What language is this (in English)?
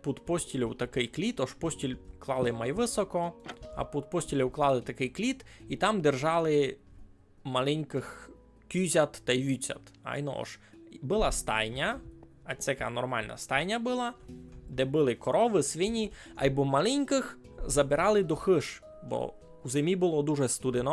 Rusyn